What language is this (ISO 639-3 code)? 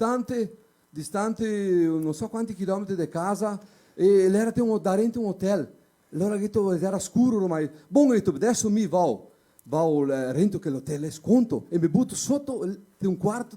vec